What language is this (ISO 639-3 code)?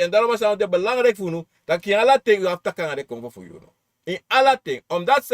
srn